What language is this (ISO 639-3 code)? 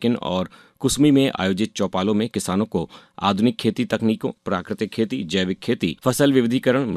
hin